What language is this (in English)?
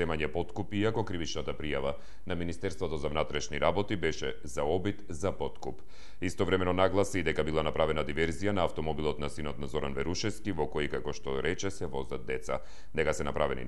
Macedonian